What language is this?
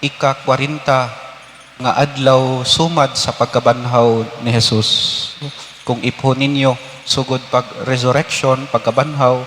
Cebuano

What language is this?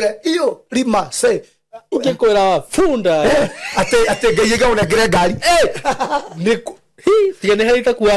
Kikuyu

